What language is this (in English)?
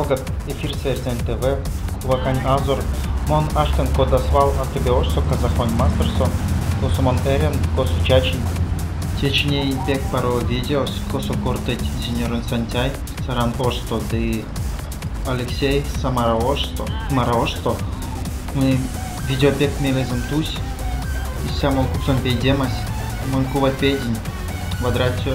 Erzya